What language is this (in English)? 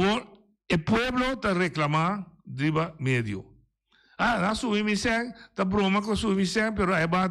Papiamento